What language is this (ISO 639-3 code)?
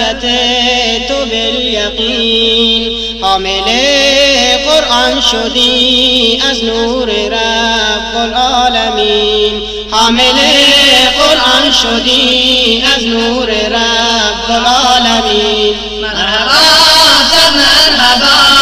fas